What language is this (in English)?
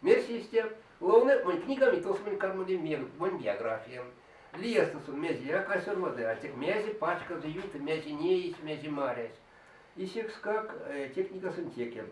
Erzya